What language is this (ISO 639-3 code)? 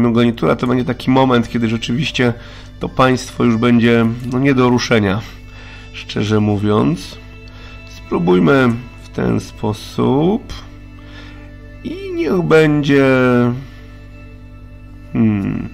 pol